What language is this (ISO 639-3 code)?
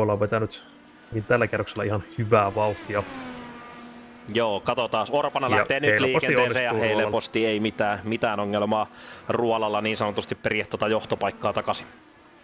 fin